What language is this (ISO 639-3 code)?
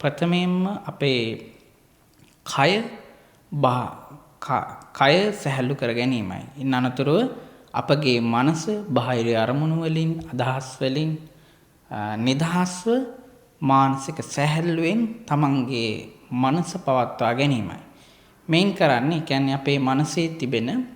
sin